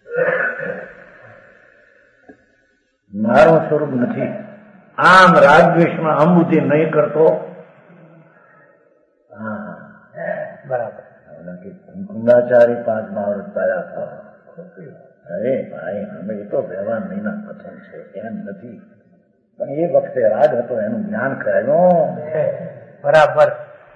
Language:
Gujarati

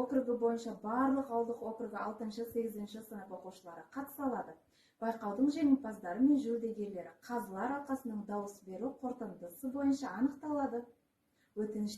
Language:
Kazakh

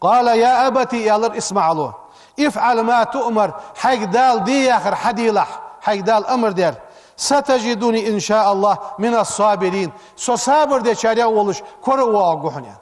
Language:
Ingush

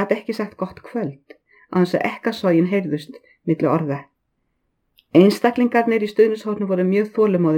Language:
Icelandic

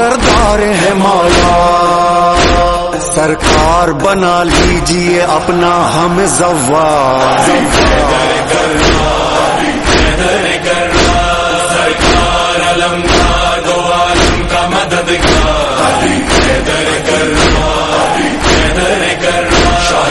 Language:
Urdu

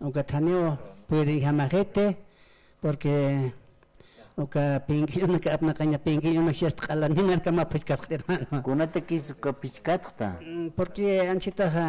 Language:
Aymara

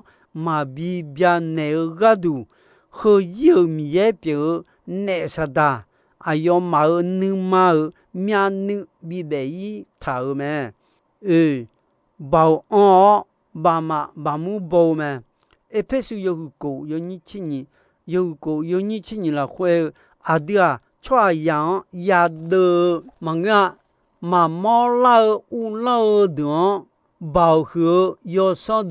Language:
Akha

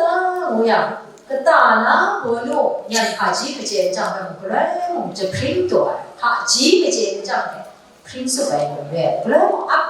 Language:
Kachin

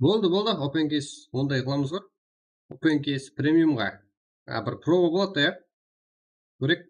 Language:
Kara-Kalpak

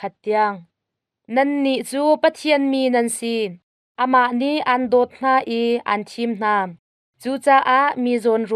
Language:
Hakha Chin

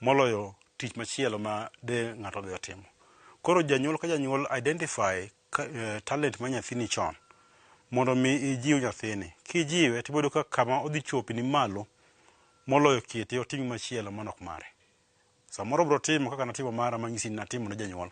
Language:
Luo (Kenya and Tanzania)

